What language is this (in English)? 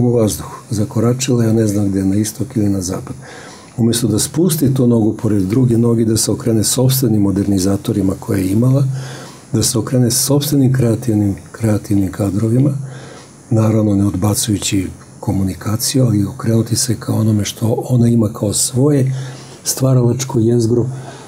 Serbian